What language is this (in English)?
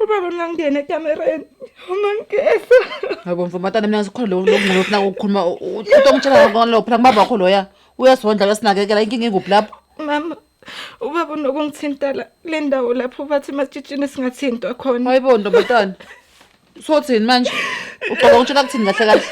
Zulu